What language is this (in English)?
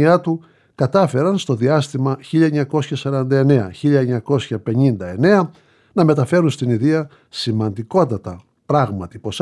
Greek